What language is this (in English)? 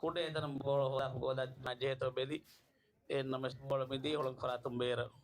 Divehi